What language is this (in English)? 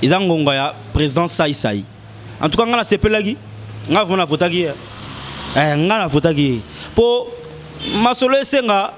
Lingala